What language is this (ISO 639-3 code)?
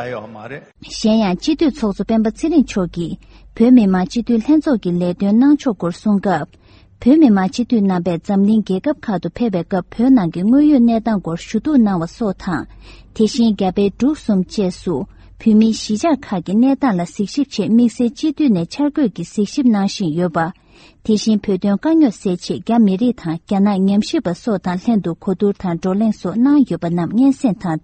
bod